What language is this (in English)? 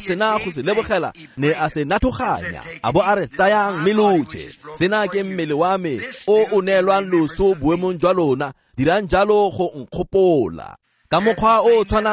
Tswana